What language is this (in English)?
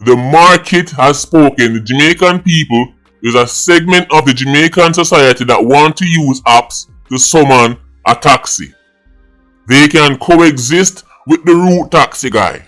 Jamaican Creole English